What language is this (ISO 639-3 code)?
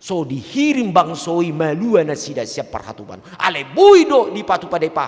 bbc